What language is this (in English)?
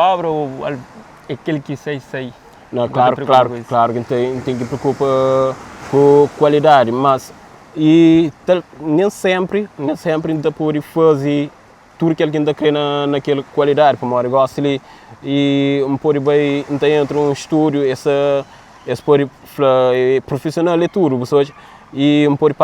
Kabuverdianu